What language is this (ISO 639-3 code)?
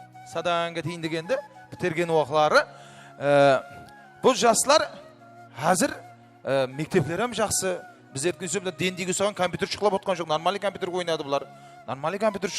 kaa